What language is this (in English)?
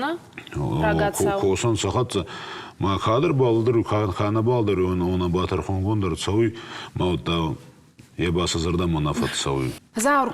Ossetic